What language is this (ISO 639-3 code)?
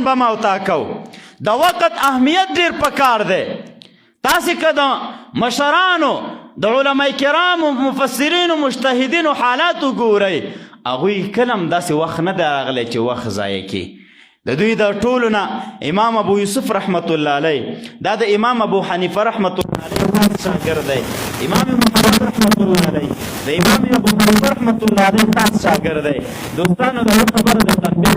pus